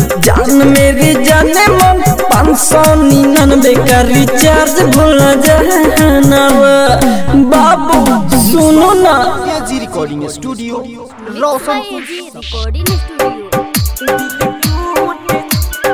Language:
Bhojpuri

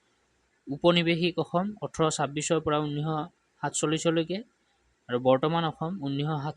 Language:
Assamese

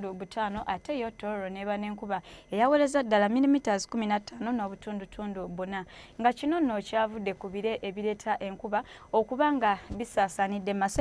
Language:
Ganda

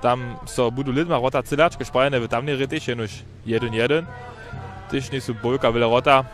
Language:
Upper Sorbian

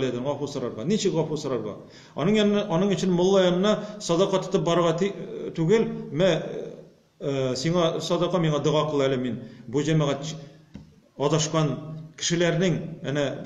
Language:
Tatar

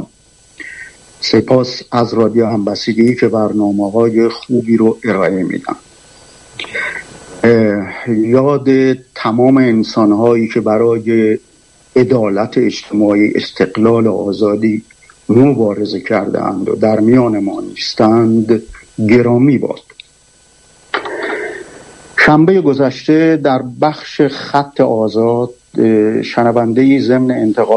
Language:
Persian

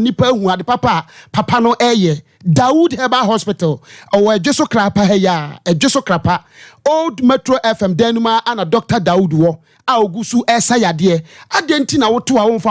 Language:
Akan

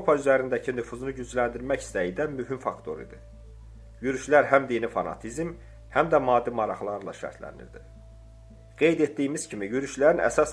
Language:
Azerbaijani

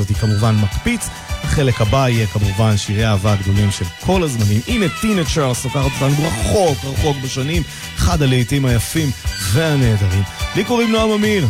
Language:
Hebrew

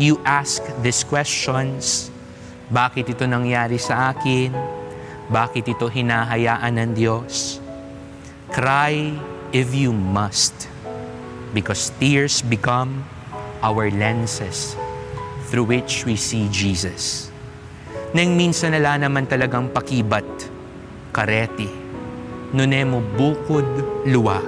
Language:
Pampanga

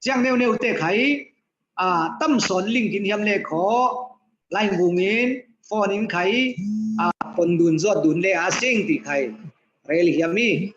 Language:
Falam Chin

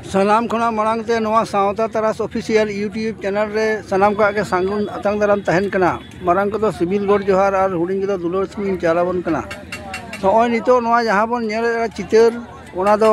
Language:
Santali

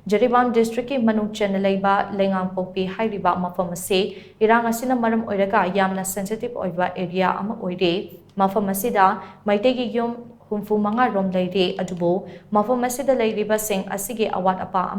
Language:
Manipuri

